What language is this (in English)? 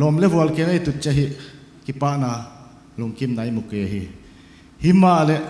Paite Chin